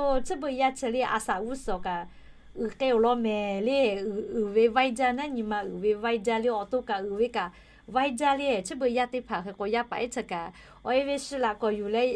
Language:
Lahu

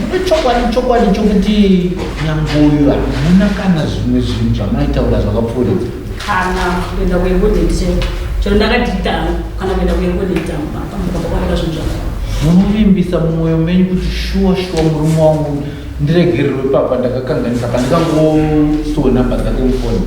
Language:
Shona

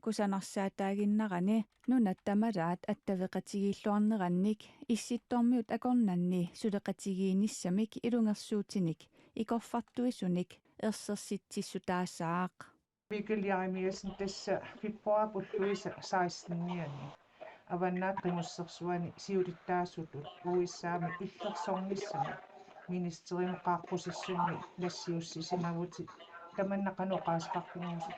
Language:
Kalaallisut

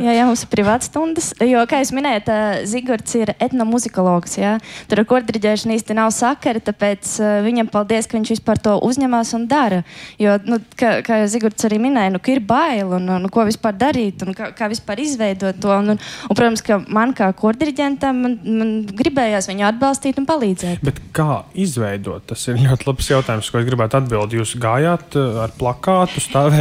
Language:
Latvian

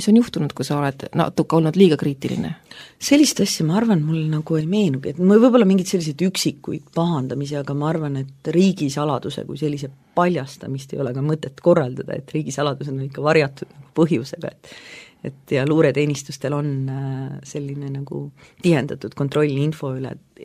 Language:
Estonian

